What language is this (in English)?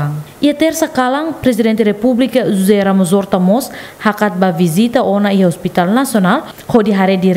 Tetum